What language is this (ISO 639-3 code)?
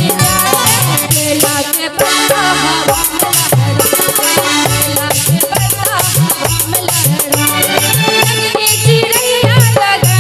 mai